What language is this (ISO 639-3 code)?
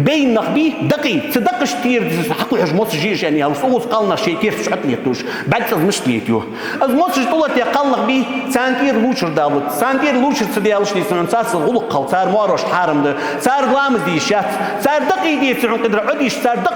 inh